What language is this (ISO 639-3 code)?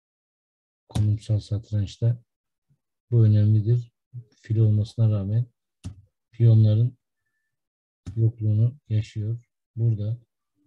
tur